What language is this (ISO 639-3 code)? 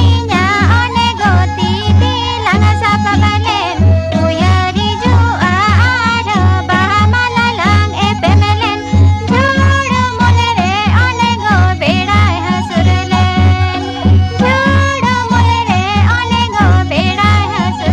sat